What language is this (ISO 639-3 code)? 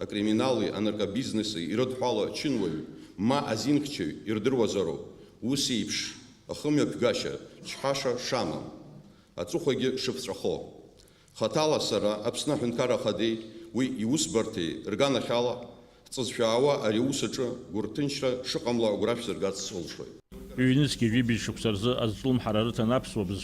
abk